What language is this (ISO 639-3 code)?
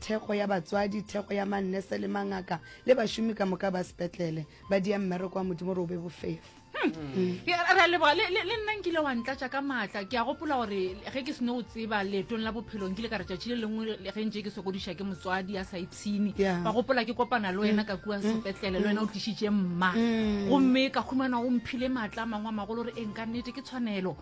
nso